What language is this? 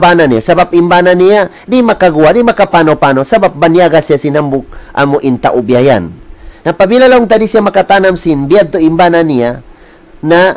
Tausug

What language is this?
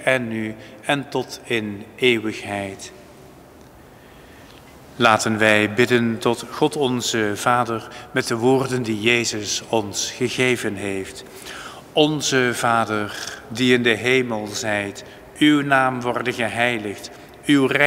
Dutch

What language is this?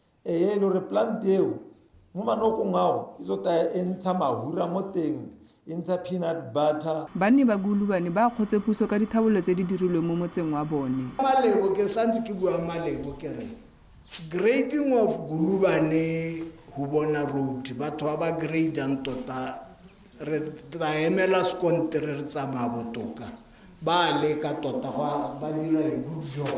Tswana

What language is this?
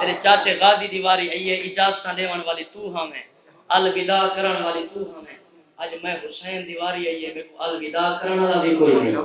Saraiki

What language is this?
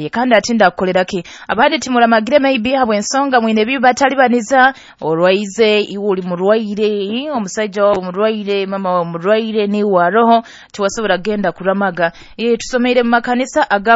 Nyoro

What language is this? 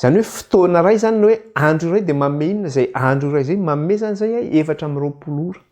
Malagasy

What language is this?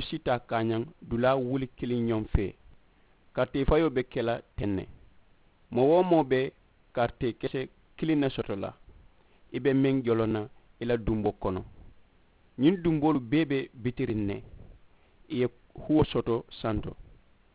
Mandingo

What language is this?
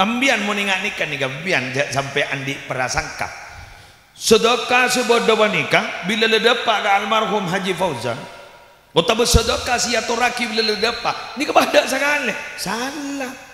Madurese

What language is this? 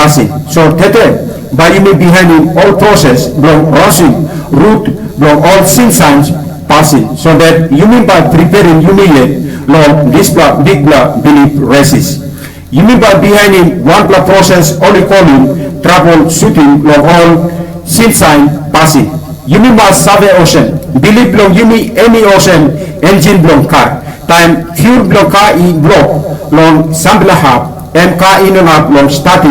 Tok Pisin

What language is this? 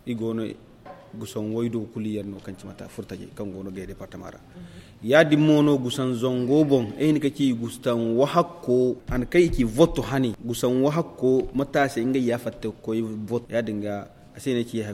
Zarma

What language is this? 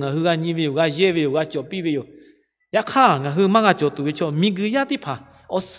Lahu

